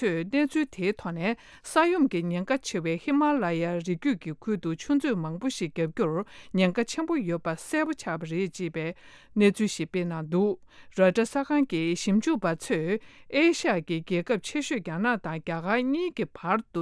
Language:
Tibetan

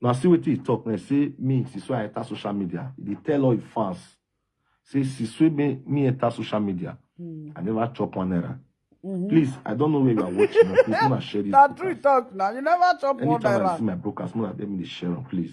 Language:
Nigerian Pidgin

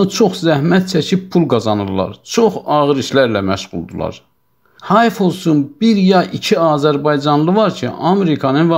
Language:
South Azerbaijani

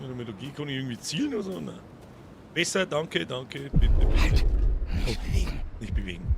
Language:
Bavarian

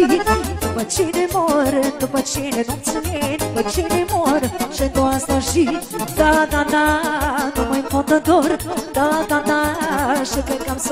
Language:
Romanian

